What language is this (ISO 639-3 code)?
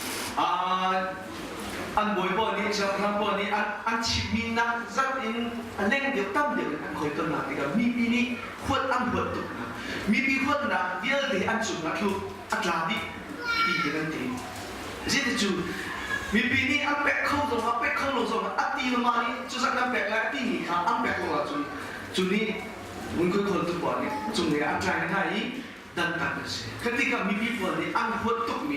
cnh